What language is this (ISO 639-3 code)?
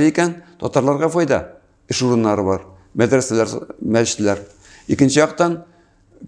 tat